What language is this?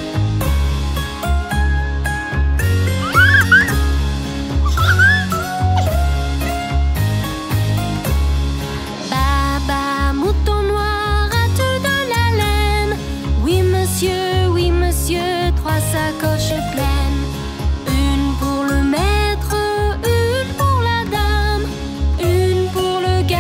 French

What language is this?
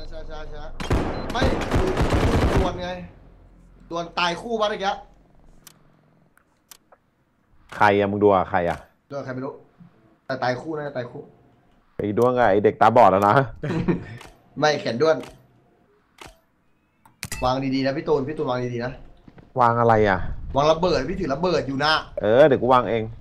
Thai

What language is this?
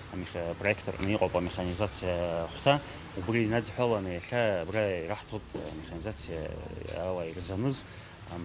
Abkhazian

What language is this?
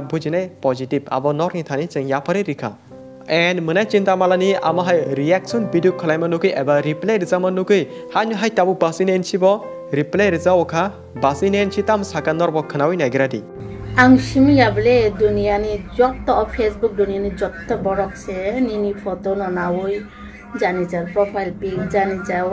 Kok Borok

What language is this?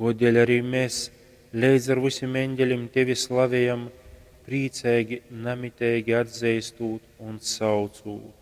Latgalian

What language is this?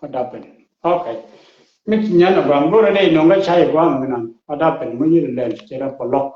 Nuer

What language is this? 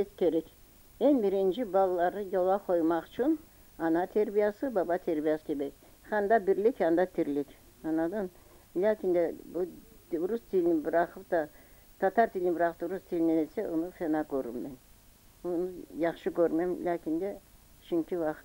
Crimean Tatar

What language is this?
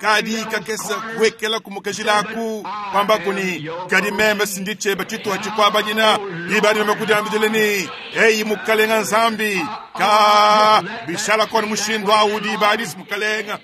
Luba-Lulua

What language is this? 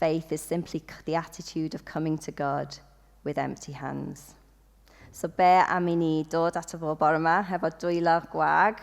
Welsh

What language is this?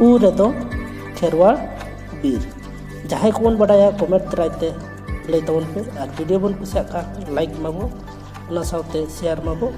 Santali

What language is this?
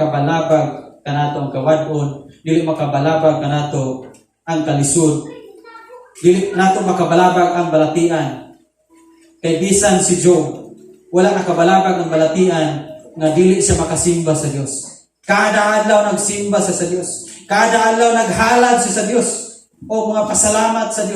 Cebuano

